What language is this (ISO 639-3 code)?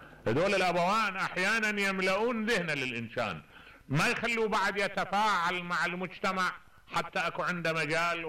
acm